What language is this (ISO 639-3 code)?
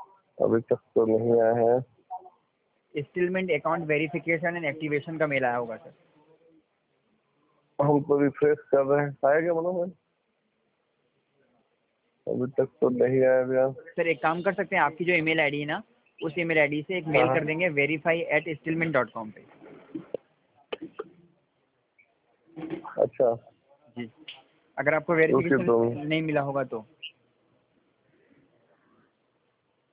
hin